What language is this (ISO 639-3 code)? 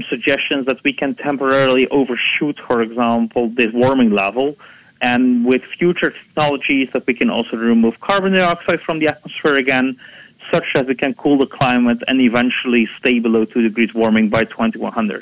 eng